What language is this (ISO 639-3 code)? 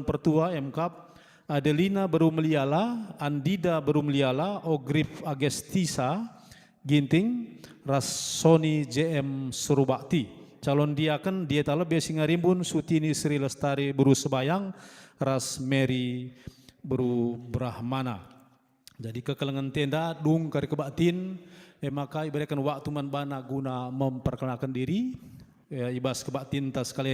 btx